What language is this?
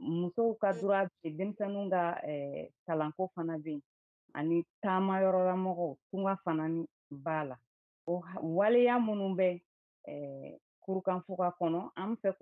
Bambara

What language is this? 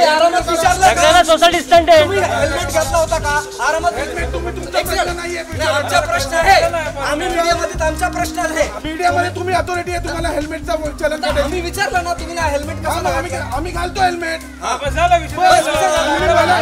Marathi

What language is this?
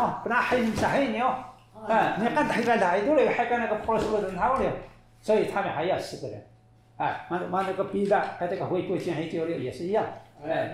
Taroko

